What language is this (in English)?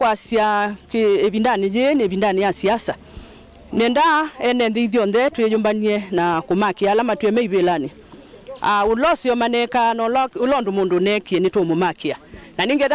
Kamba